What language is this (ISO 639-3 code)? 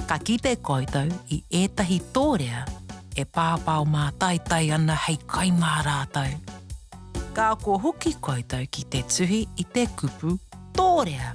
mri